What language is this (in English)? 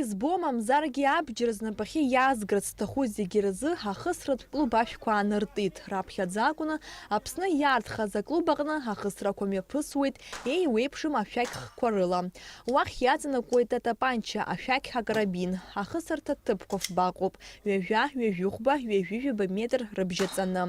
Abkhazian